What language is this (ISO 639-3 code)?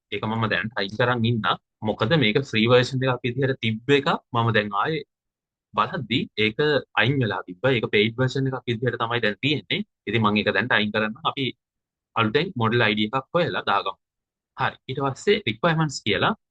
sin